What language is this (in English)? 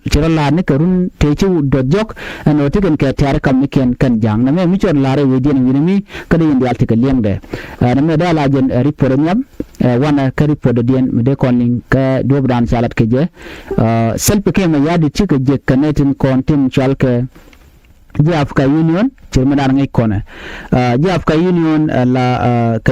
Nuer